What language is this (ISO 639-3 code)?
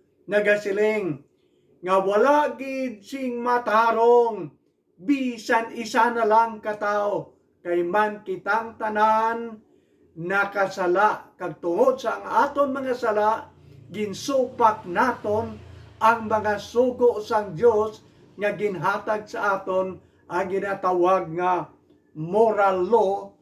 hil